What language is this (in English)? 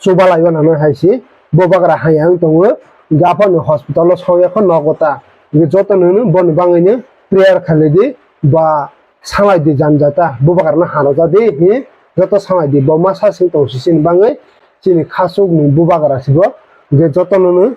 Kok Borok